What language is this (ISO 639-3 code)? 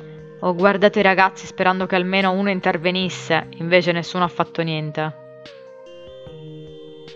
ita